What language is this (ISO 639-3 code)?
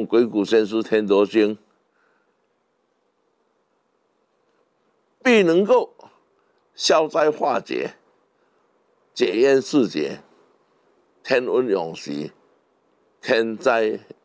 zho